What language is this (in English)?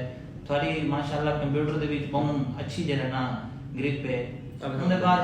Saraiki